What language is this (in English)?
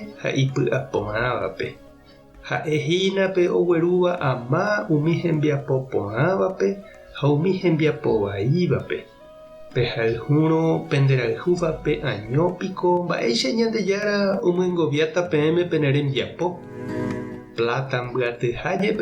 Guarani